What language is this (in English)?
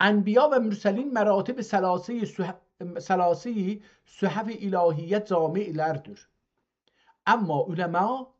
South Azerbaijani